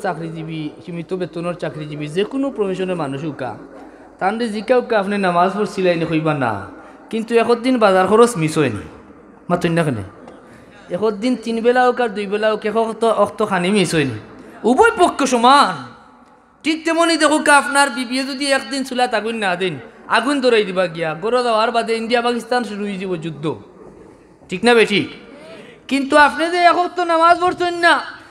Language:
Sylheti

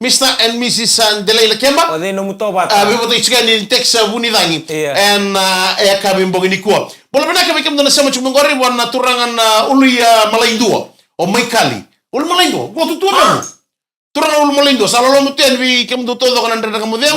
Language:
Fijian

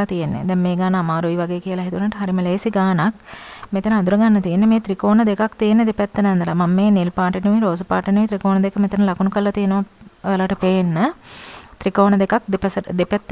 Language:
Sinhala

